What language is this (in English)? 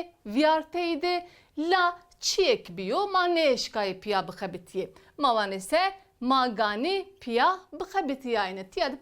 Zaza